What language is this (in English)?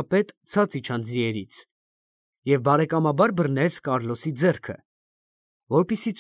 Armenian